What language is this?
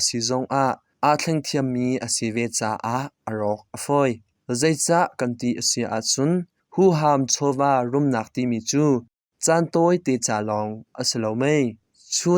Hakha Chin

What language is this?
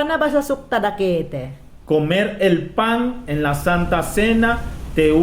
Mayangna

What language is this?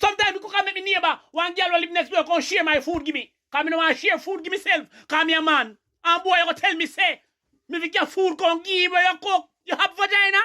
Jamaican Creole English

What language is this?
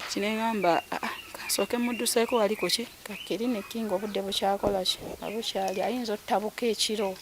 Ganda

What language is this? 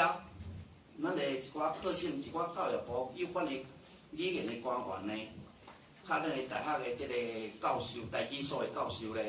Min Nan Chinese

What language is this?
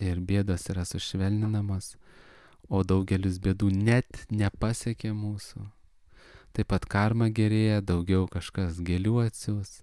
Lithuanian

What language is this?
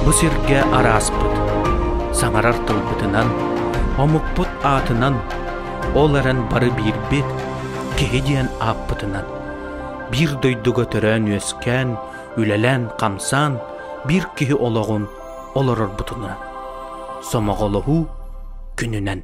Yakut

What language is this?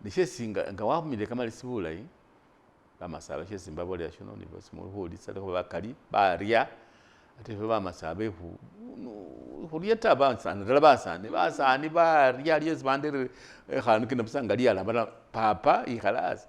Masaaba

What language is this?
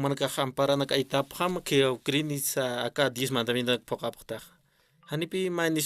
Aymara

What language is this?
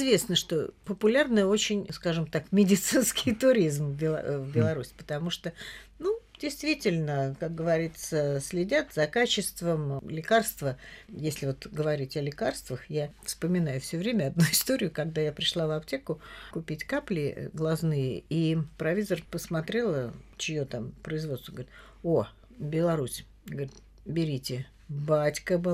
Russian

